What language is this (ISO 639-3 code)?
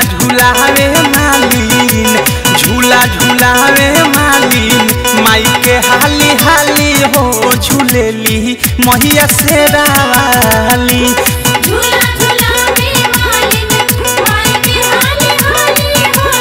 bho